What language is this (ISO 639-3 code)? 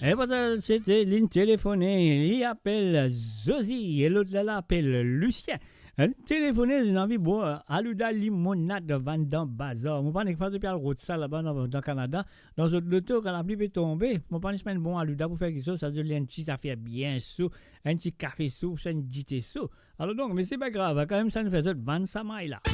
mfe